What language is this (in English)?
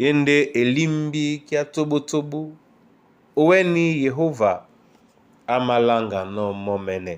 Duala